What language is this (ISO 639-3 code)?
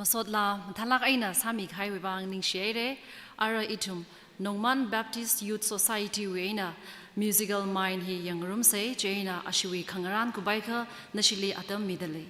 nmf